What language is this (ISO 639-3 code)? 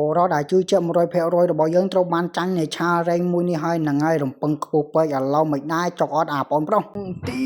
khm